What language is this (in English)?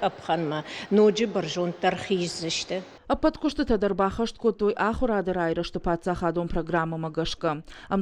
Ossetic